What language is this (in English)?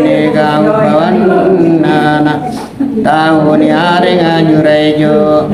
Makasar